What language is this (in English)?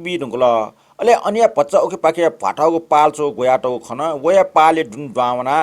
Newari